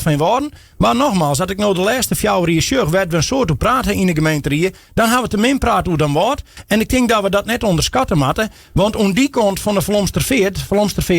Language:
Western Frisian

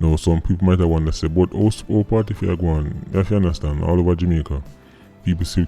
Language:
Jamaican Creole English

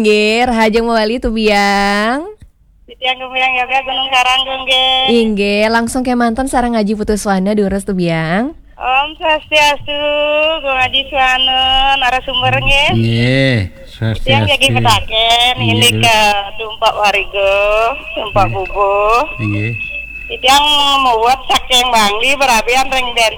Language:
Balinese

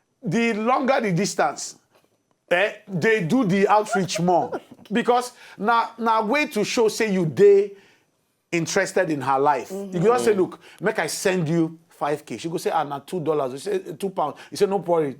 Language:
Nigerian Pidgin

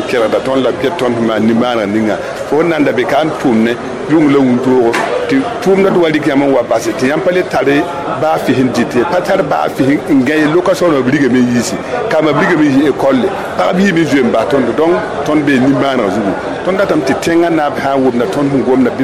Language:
Mossi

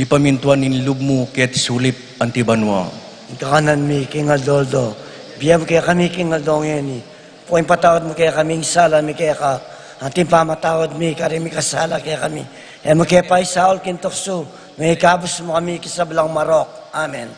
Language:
Pampanga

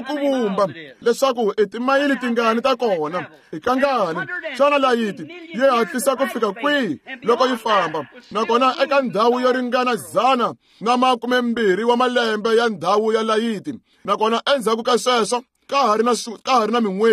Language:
Tsonga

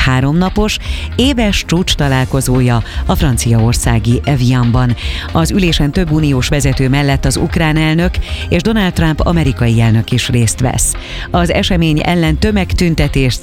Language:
Hungarian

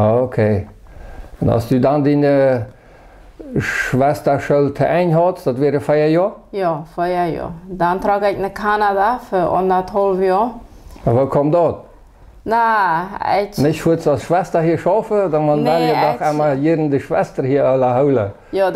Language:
Plautdietsch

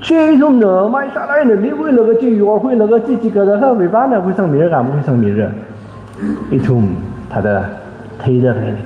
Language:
Tangkhul Naga (India)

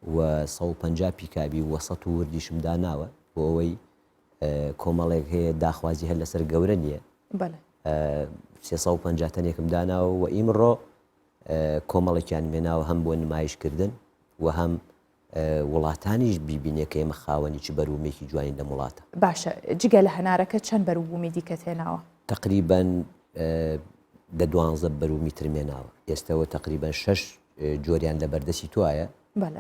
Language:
Central Kurdish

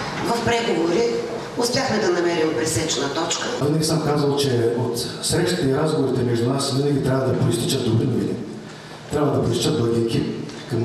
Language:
Bulgarian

